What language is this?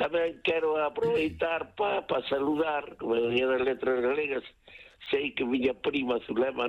Galician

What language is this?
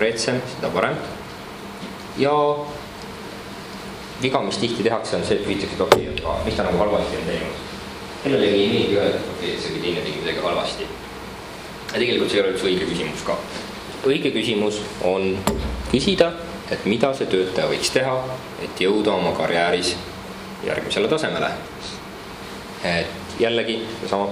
Estonian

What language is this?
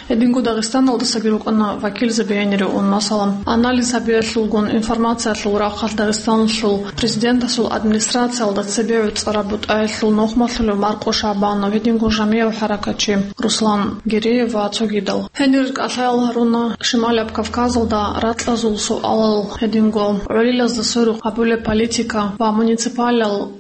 Avaric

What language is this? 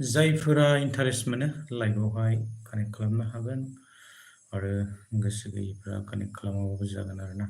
Bodo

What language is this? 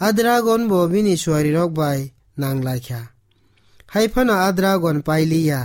Kok Borok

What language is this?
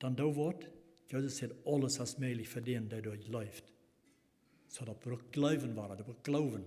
Plautdietsch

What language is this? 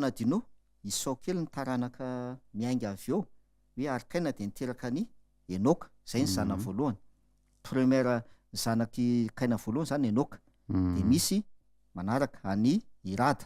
Malagasy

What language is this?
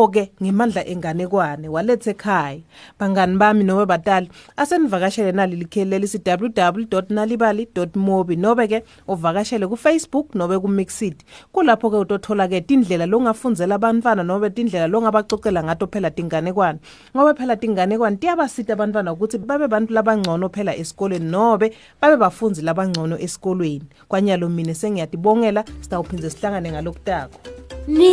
Swati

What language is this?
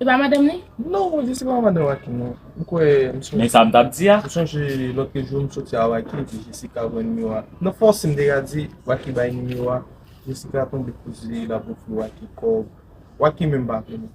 Haitian Creole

